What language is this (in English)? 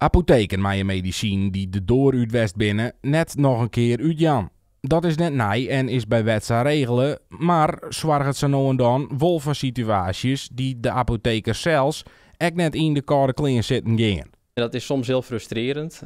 Western Frisian